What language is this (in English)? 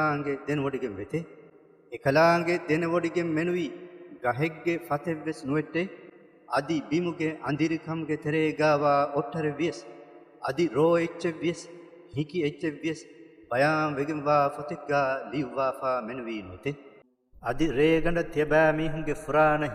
Divehi